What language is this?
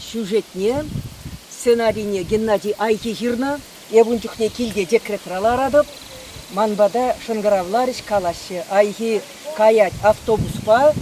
Chuvash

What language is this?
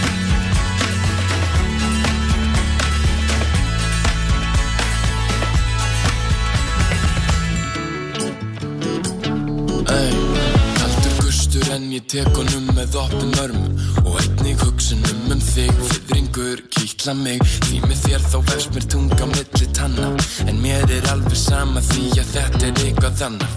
Icelandic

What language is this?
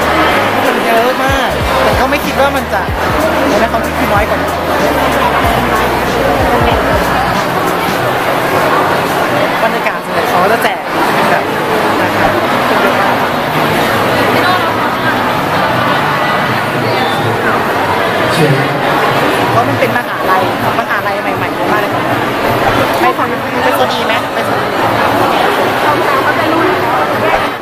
Thai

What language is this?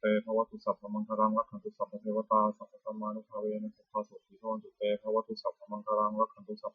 Pali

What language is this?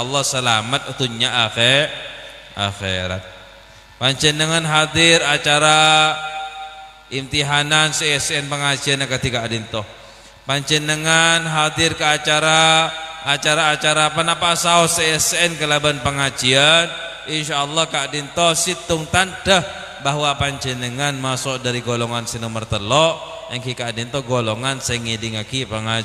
Madurese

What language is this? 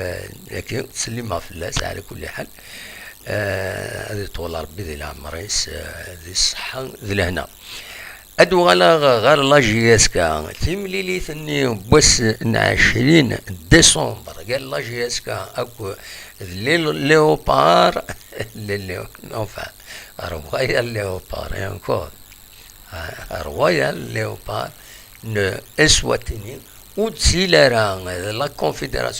Kabyle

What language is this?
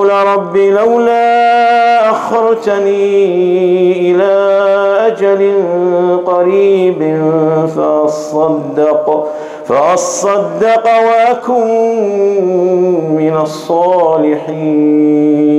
Arabic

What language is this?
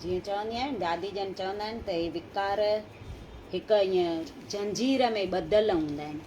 Sindhi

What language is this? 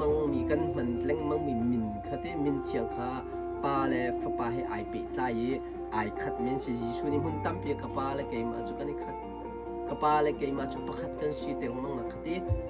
Hakha Chin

